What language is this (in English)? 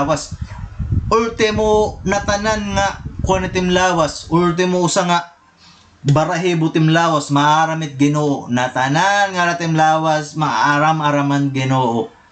Waray